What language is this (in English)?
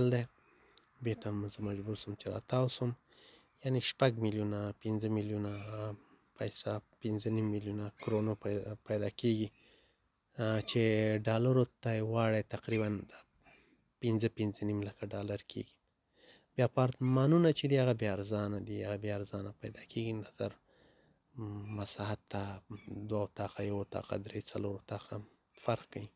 Pashto